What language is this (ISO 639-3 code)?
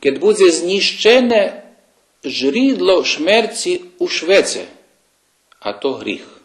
rue